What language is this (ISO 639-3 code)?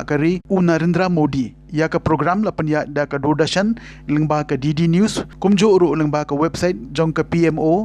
kha